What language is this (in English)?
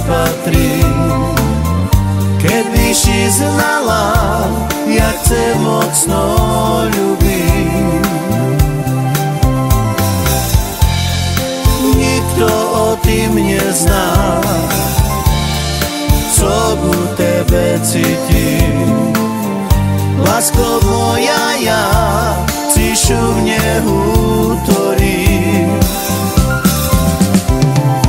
Slovak